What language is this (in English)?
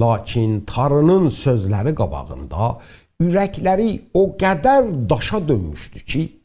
South Azerbaijani